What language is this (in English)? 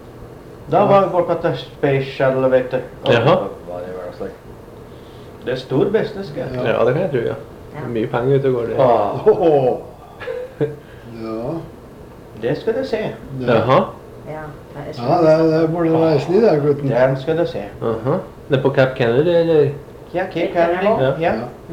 Norwegian